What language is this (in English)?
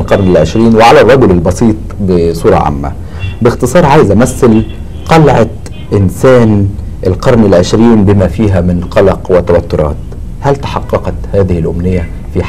Egyptian Arabic